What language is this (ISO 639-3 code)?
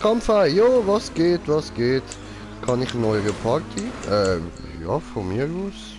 gsw